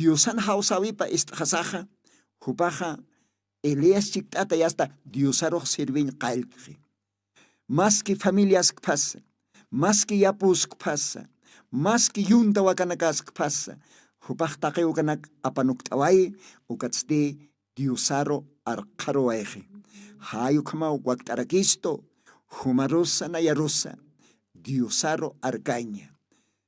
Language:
Aymara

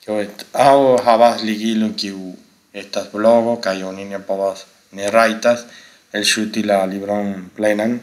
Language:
Esperanto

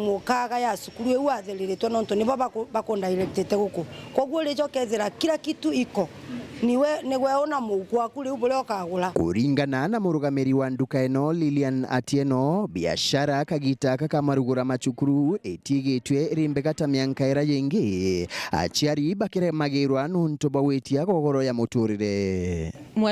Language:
Meru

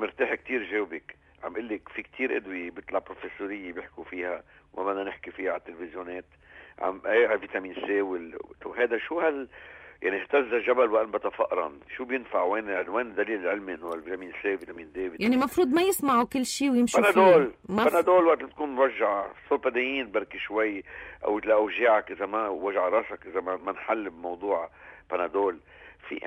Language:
North Levantine Arabic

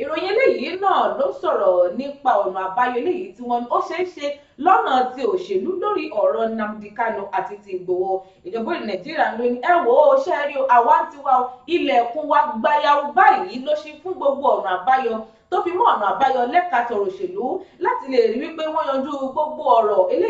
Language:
Yoruba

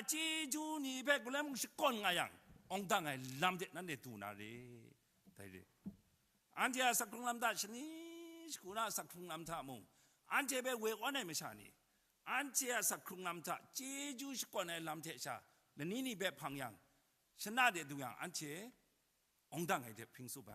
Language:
Kachin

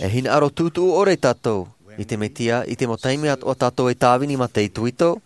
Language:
Tahitian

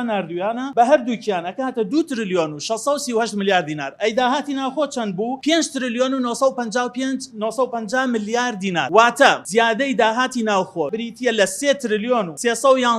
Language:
Central Kurdish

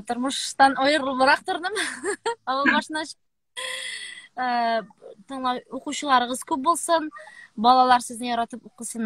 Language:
Tatar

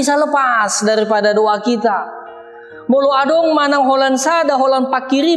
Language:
Batak Toba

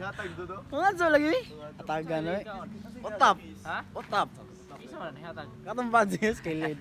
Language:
Cebuano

